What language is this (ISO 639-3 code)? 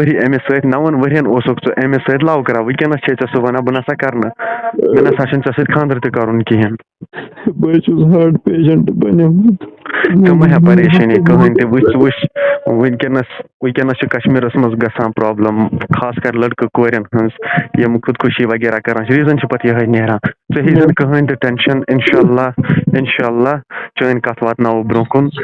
kas